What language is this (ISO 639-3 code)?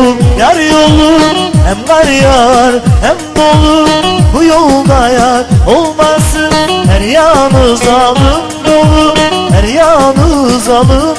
kur